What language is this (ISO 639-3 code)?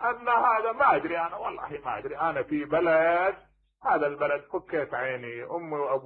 acm